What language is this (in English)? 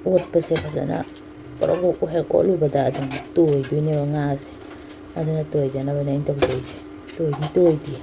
Manipuri